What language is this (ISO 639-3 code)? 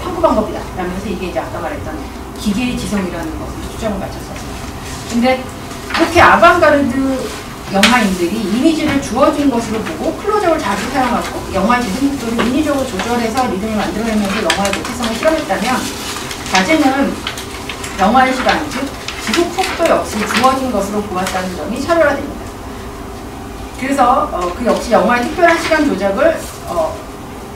kor